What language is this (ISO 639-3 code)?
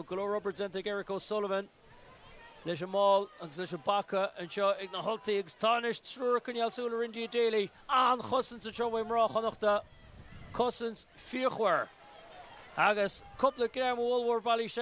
gle